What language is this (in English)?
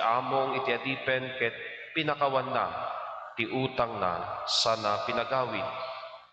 Iloko